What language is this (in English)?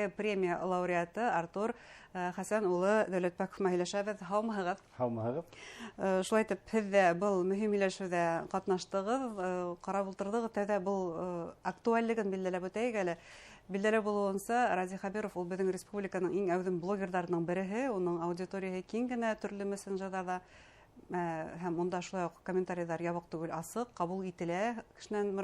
Bashkir